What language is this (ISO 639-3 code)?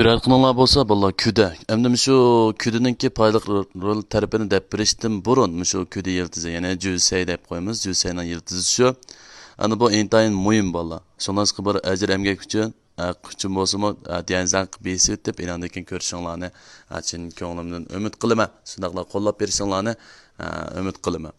uig